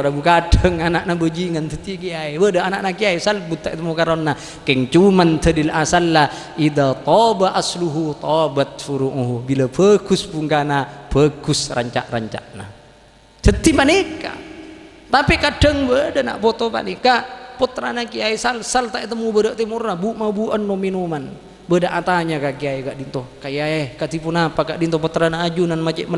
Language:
Madurese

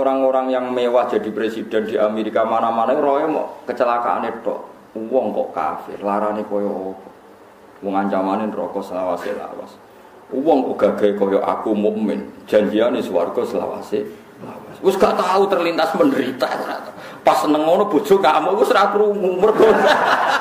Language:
Javanese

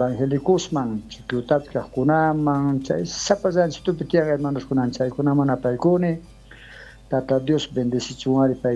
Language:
South Bolivian Quechua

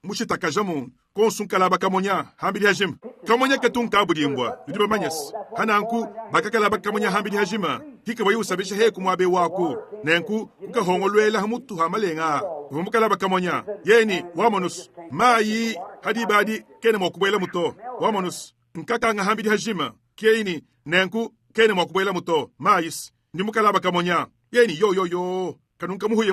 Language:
Luba-Lulua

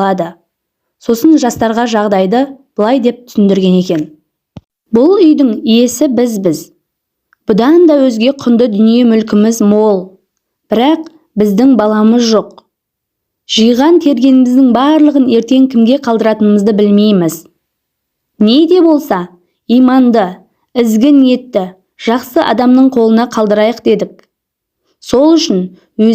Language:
Kazakh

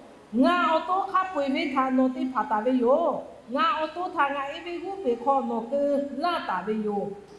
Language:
Lahu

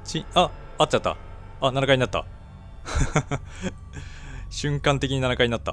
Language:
Japanese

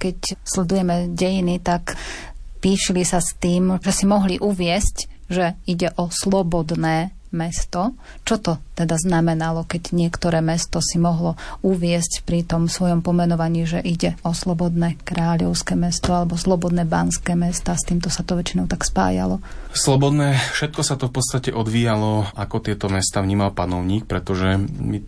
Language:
Slovak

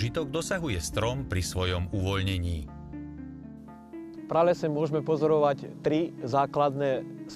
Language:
Slovak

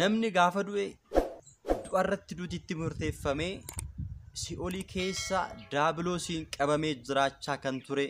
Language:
Oromo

